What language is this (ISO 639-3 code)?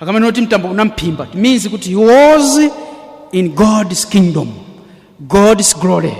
nya